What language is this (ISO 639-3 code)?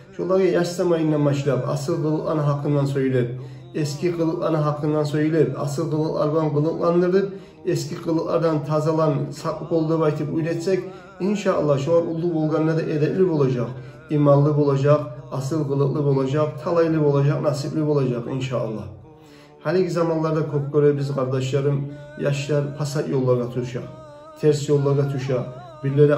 kum